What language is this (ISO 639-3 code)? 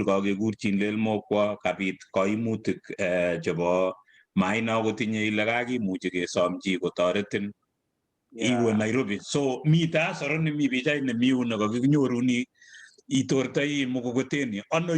kln